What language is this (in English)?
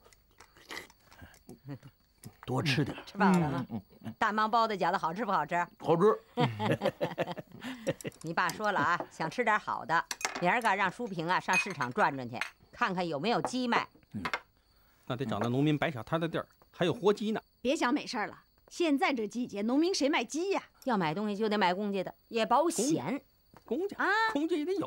Chinese